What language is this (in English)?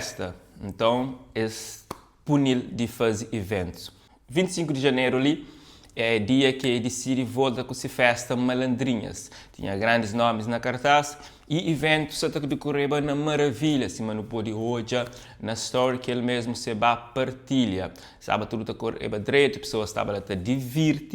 Kabuverdianu